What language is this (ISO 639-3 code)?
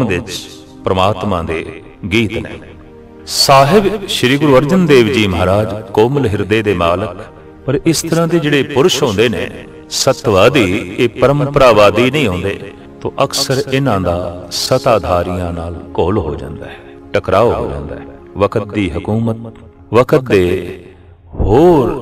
pan